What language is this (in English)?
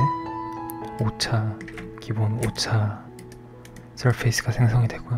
Korean